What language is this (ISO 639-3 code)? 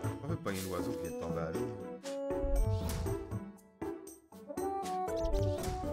fra